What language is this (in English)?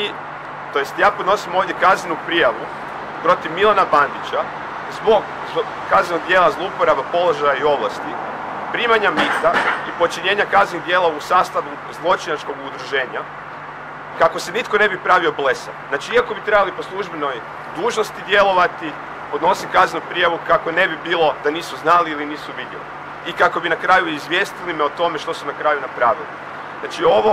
Croatian